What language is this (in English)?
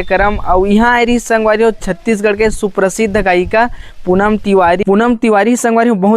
Chhattisgarhi